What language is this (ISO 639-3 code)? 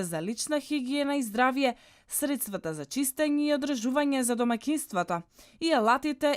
mkd